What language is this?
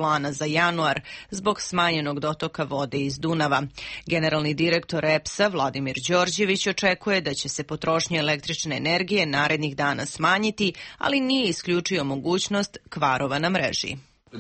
Serbian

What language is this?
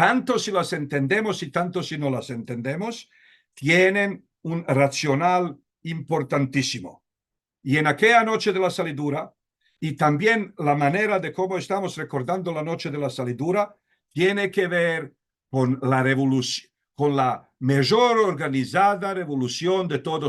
Ladino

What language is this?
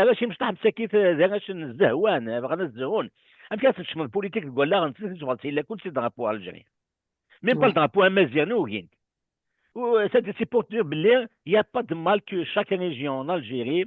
Kabyle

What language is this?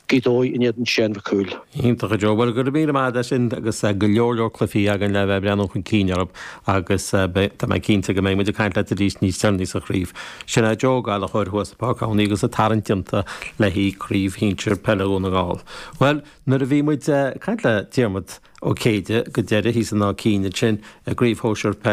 Irish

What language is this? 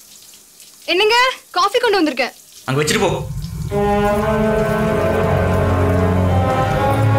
Tamil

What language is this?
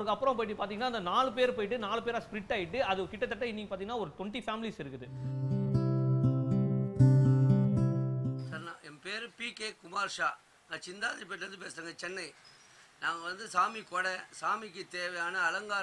Tamil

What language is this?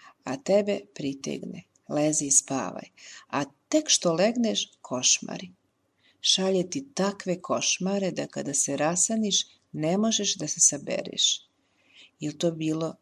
Serbian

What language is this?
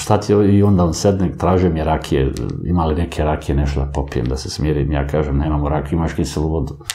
Serbian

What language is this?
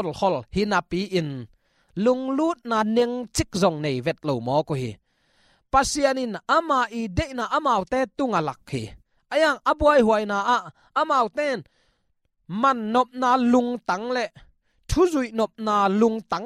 Tedim Chin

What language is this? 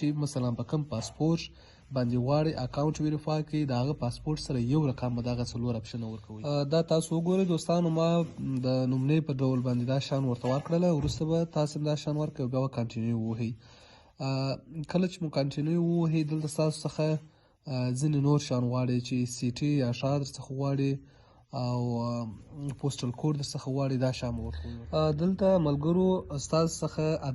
Pashto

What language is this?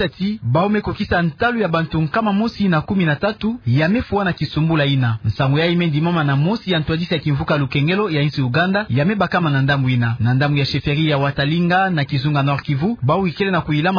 Kituba (Democratic Republic of Congo)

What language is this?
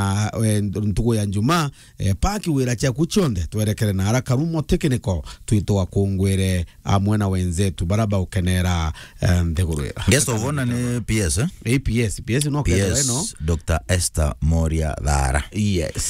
Meru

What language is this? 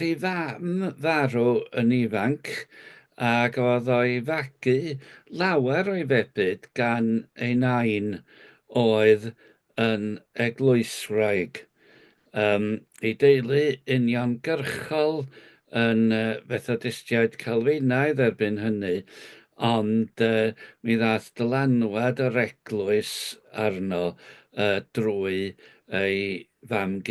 Welsh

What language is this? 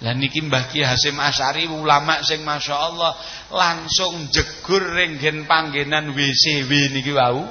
Javanese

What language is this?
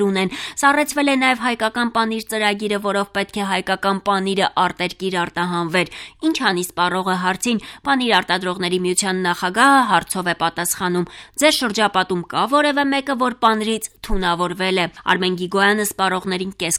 Armenian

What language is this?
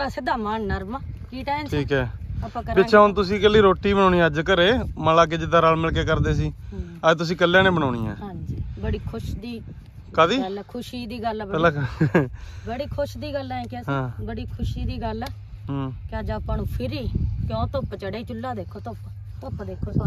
Punjabi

